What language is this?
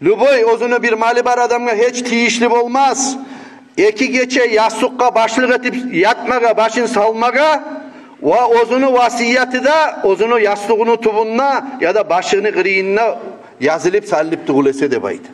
Kumyk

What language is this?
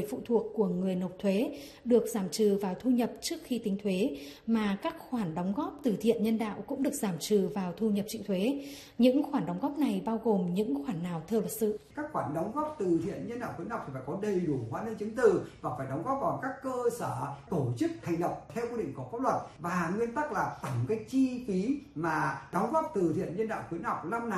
Vietnamese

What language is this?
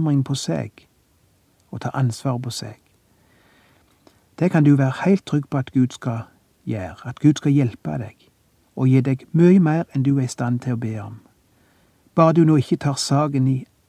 Norwegian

